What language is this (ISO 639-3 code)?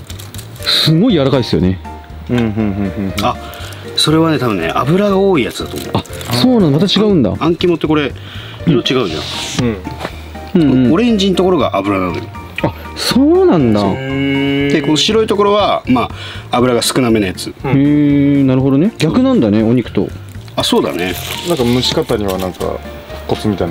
jpn